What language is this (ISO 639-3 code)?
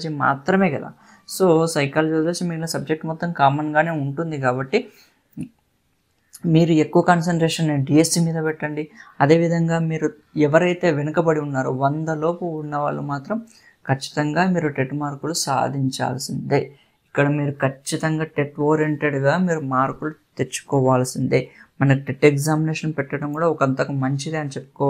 tel